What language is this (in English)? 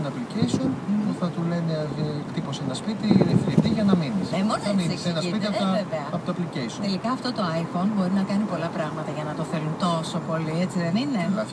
Greek